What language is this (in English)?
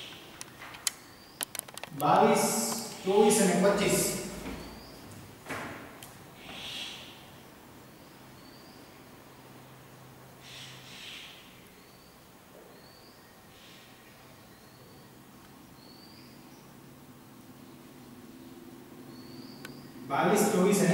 Gujarati